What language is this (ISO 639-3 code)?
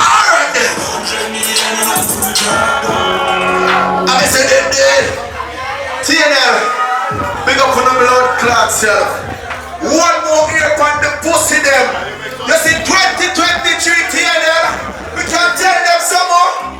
jam